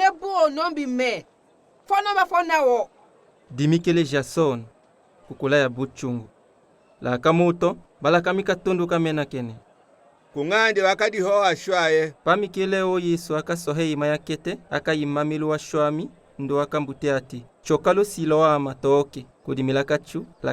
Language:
Tetela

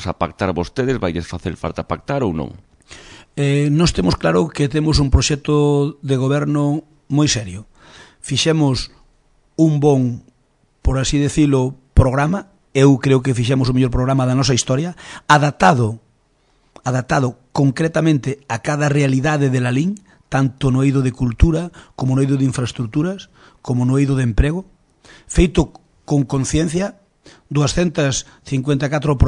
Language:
Galician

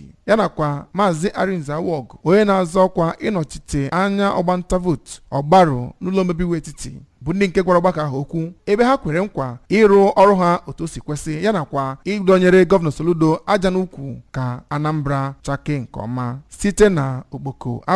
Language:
Igbo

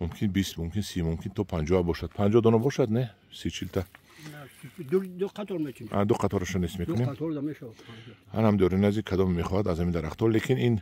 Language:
Tajik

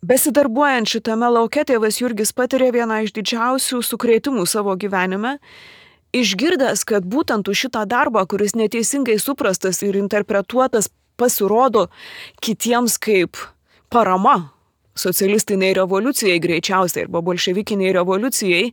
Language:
Lithuanian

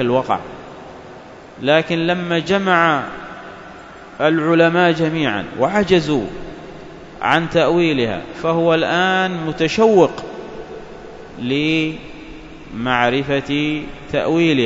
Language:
Arabic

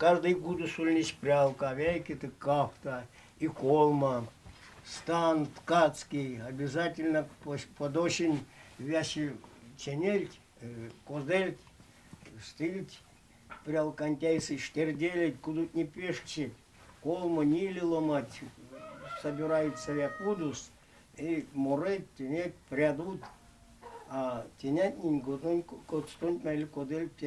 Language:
Erzya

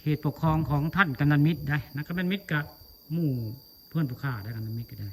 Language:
Northeastern Thai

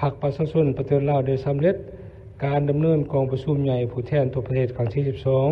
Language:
Lao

